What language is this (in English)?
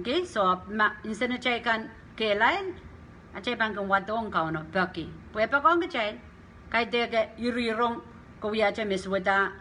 Pohnpeian